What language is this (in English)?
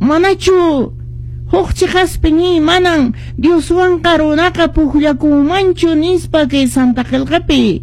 Quechua